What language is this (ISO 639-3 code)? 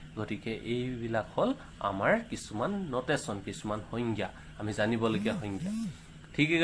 asm